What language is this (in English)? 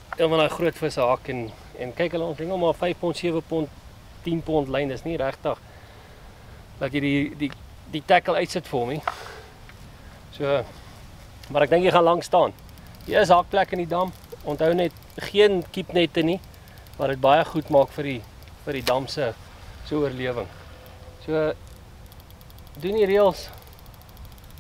Afrikaans